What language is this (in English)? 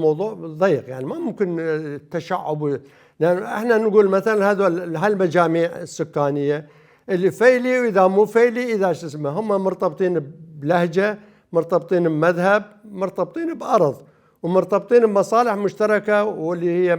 Mesopotamian Arabic